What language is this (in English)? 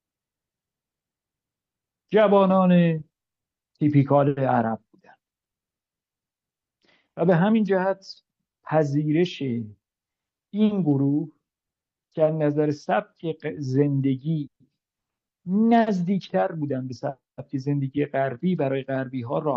Persian